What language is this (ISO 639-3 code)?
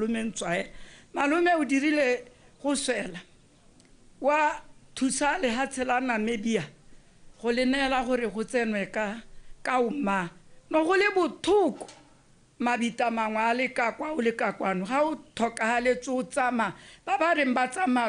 tsn